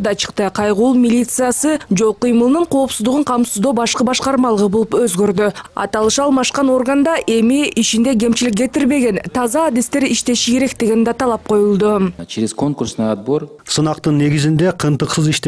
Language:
Kyrgyz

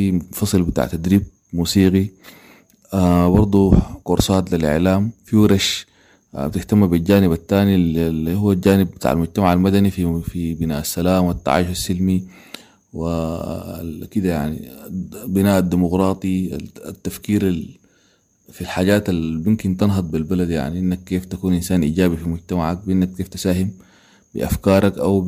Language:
Sudanese Arabic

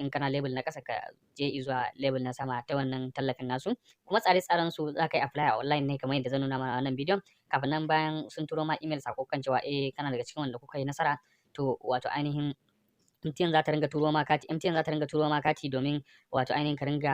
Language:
Hausa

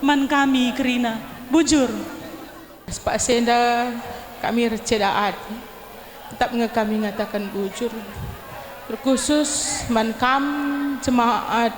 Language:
Batak Karo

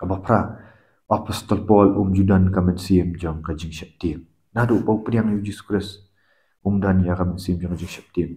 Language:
Khasi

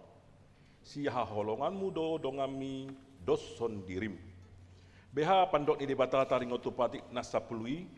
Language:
Batak Toba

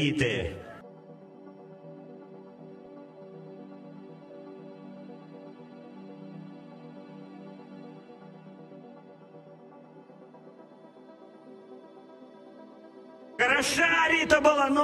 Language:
Russian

